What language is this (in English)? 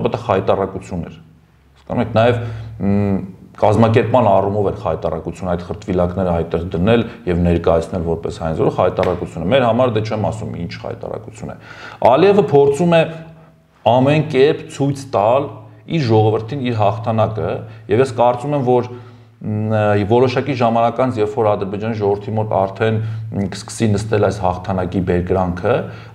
Armenian